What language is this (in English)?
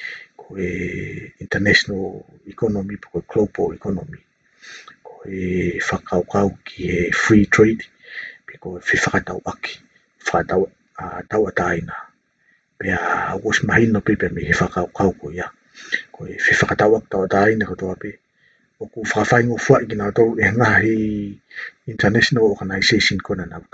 Tongan